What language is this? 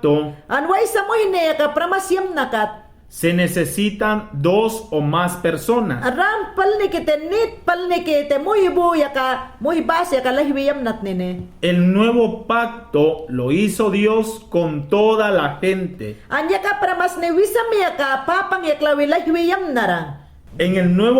Mayangna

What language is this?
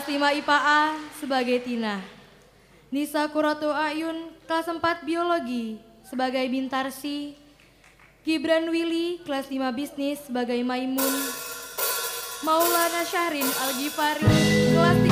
Indonesian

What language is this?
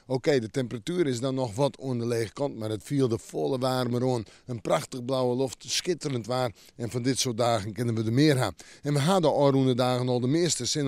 Western Frisian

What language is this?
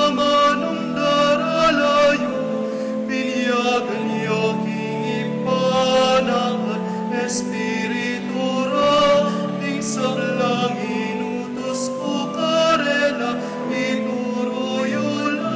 Pampanga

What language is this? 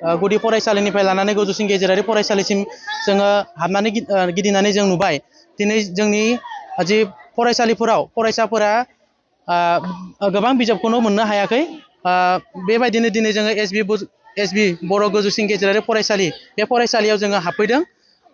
Bodo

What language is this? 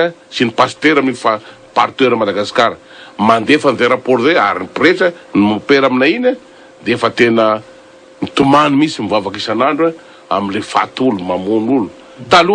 Malagasy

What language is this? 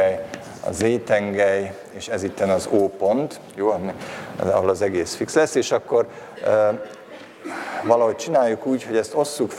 Hungarian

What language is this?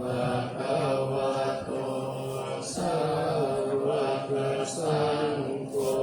Pali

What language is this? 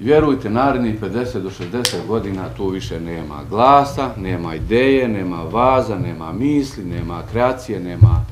Bosnian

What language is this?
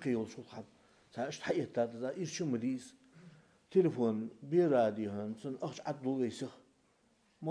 Ingush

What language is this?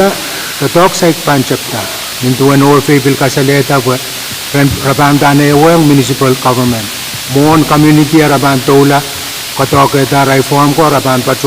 Pohnpeian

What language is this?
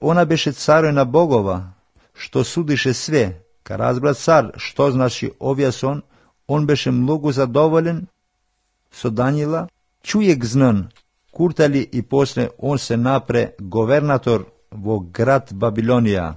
Macedonian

